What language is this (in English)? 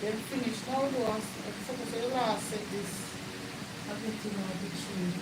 Jamaican Creole English